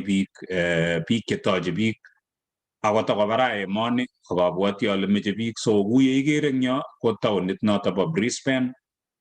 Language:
Kalenjin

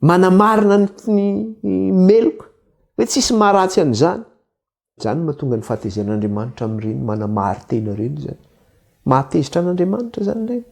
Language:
Malagasy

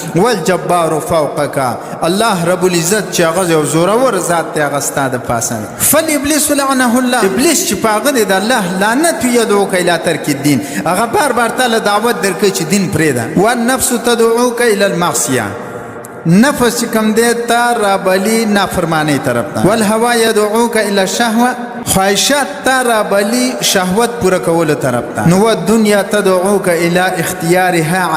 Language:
Pashto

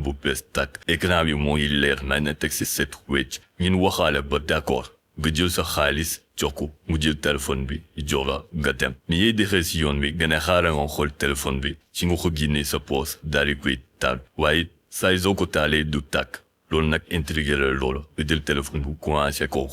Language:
Wolof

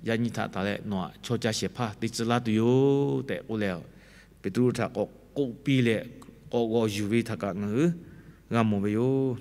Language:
Lahu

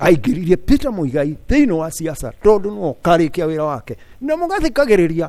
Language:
Kikuyu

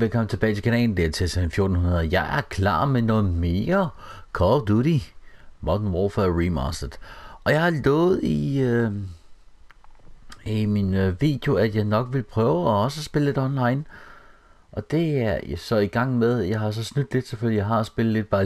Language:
Danish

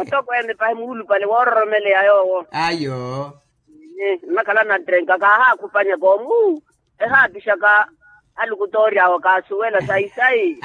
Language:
Makhuwa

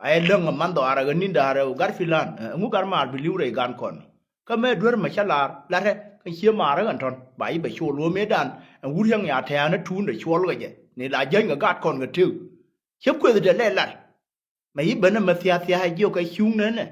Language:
Nuer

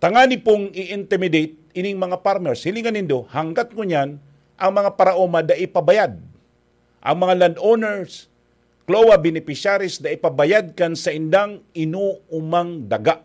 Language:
Bikol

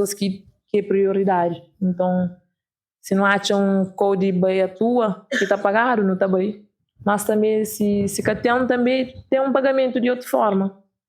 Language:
Kabuverdianu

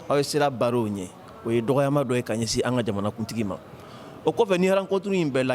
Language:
Bambara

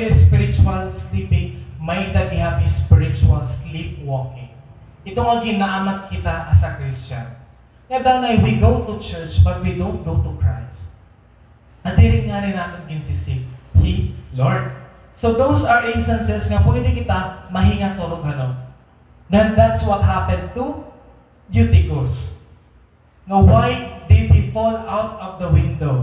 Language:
Waray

